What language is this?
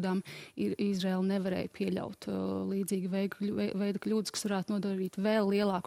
Latvian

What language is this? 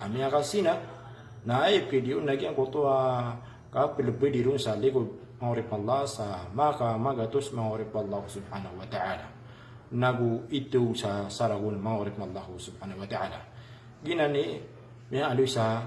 Maranao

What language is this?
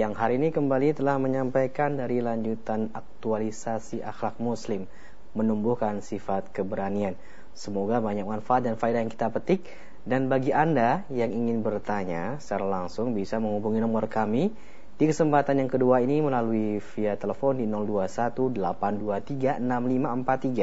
Indonesian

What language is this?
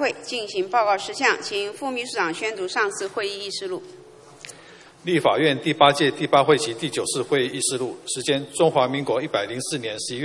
Chinese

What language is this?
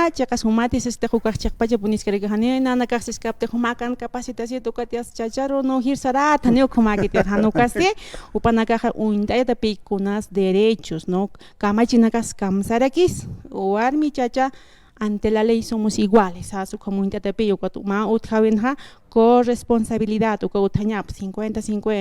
Aymara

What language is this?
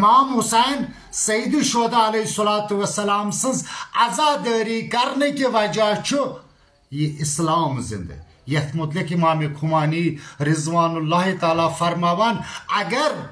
Kashmiri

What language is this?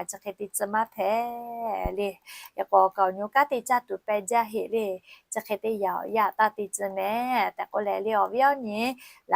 Lahu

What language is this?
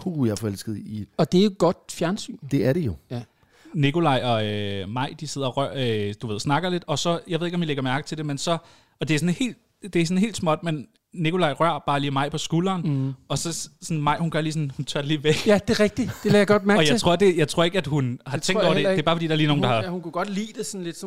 Danish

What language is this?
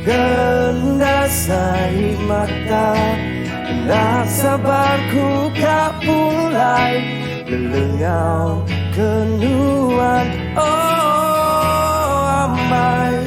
Iban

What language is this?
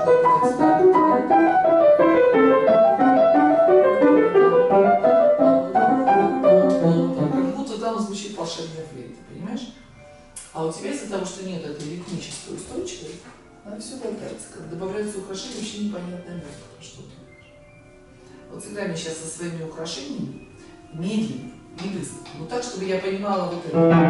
Russian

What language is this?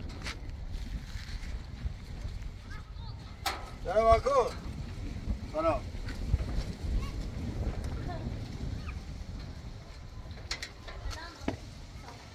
Persian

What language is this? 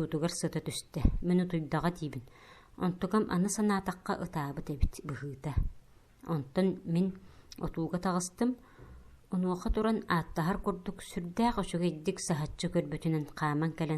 Yakut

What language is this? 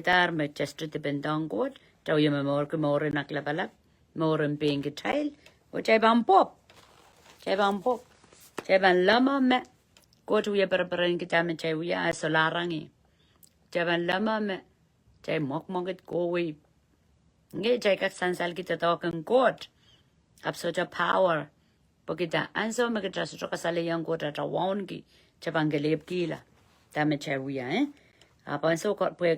Pohnpeian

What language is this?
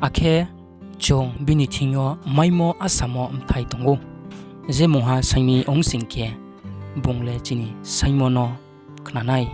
Riang (India)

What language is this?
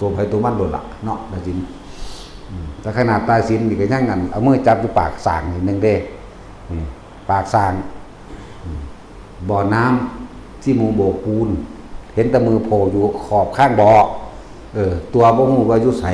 Northeastern Thai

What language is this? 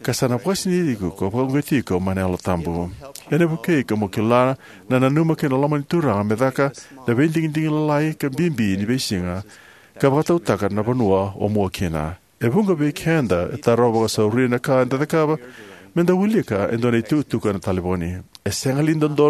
Fijian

